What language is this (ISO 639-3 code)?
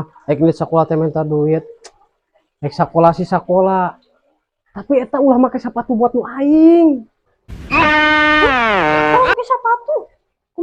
sun